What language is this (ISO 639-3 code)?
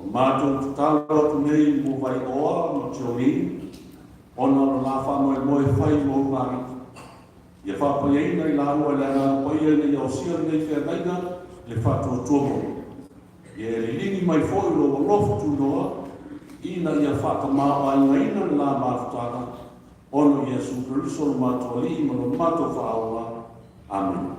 smo